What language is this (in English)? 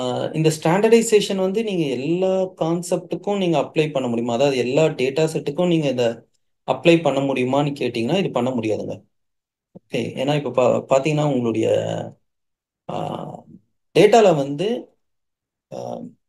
Tamil